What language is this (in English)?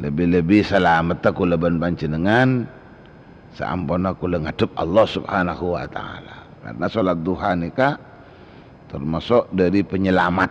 Madurese